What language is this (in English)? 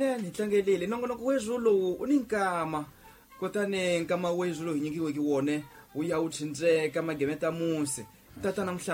Tsonga